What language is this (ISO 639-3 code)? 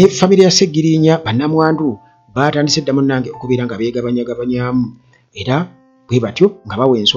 lug